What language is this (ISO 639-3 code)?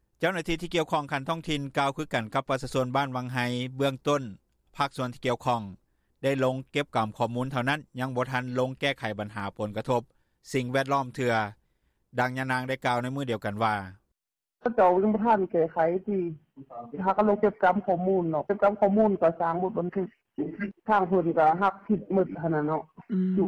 lao